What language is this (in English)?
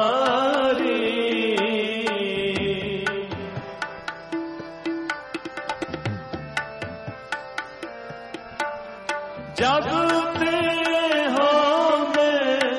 Hindi